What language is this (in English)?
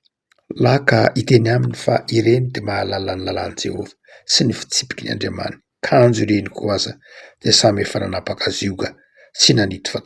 Malagasy